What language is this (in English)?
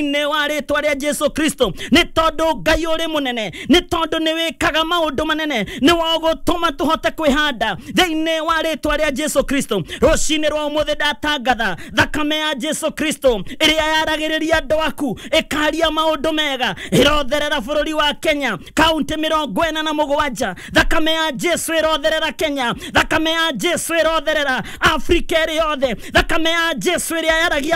Kikuyu